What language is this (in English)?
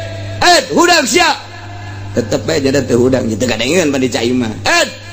Sundanese